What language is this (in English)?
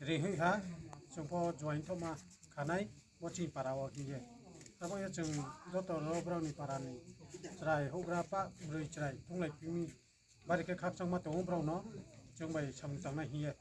Riang (India)